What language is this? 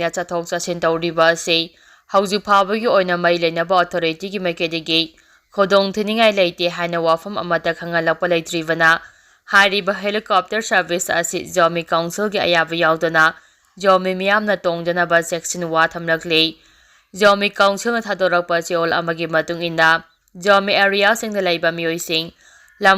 Manipuri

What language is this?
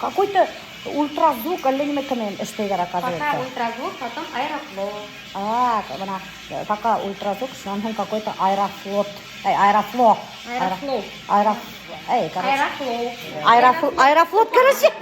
Bashkir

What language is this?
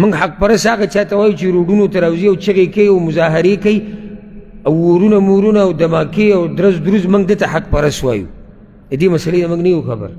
Pashto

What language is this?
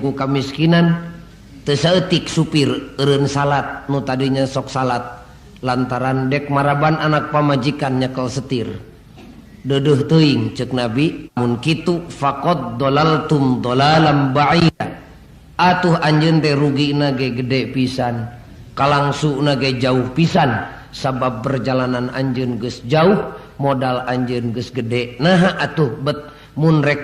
Sundanese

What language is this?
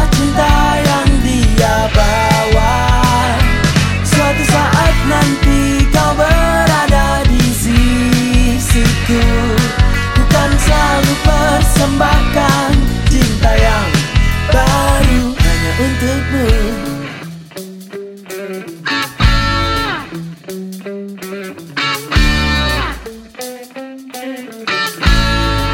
Indonesian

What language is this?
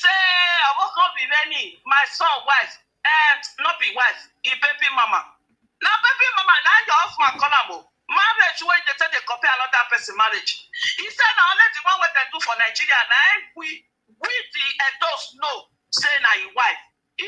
Nigerian Pidgin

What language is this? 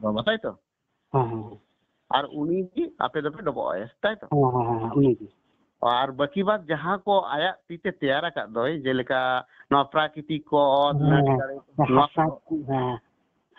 Santali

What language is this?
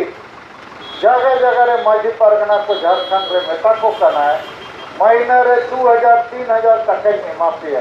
Santali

